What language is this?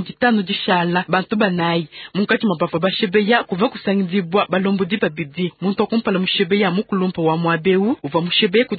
Luba-Lulua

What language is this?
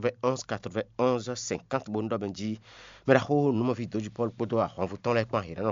Fon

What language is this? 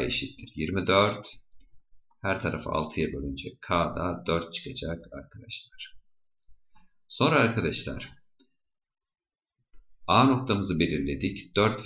Turkish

